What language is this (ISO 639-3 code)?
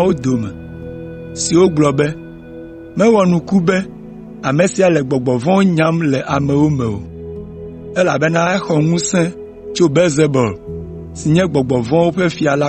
ewe